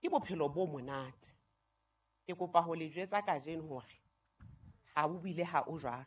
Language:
Southern Sotho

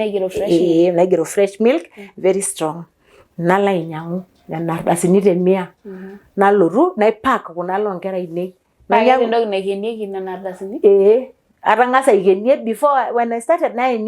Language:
Masai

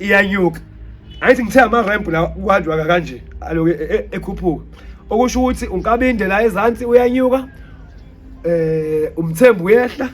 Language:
Zulu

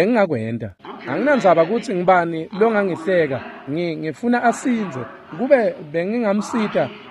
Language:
Swati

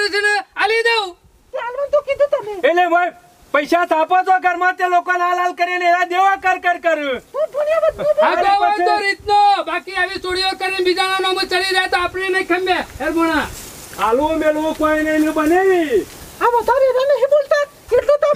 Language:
Gujarati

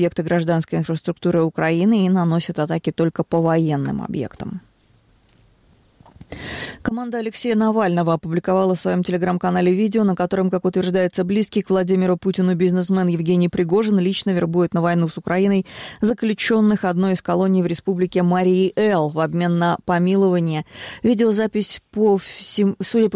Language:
Russian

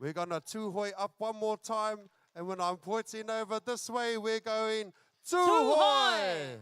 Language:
Māori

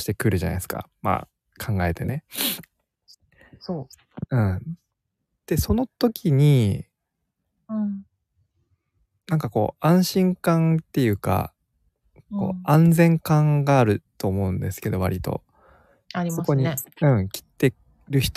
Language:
Japanese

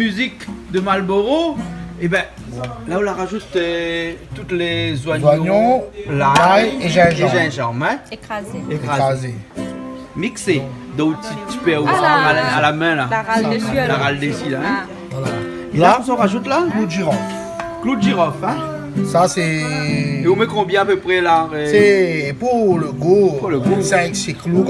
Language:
Réunion Creole French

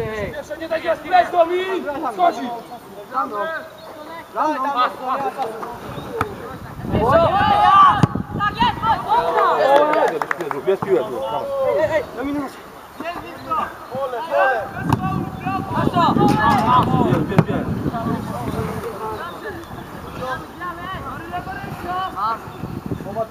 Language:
Polish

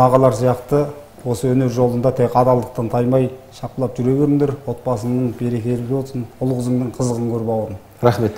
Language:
Kazakh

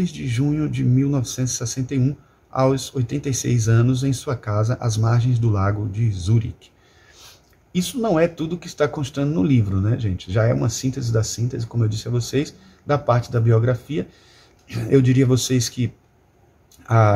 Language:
Portuguese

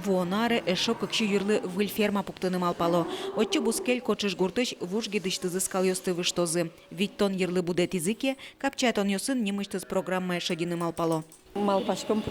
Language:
Udmurt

